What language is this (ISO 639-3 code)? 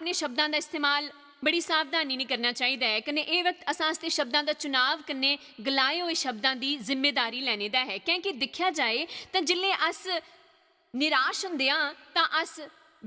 doi